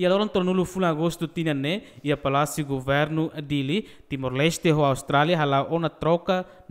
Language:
Tetum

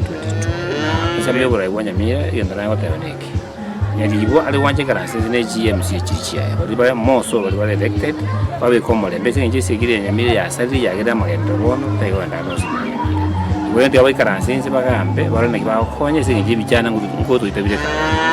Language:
Gusii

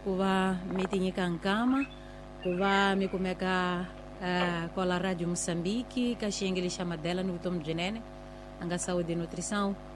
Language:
Tsonga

